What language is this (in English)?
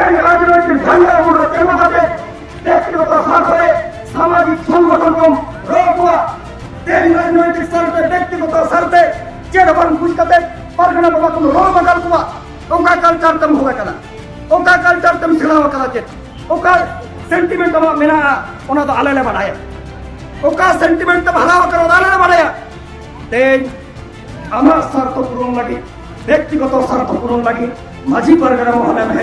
Santali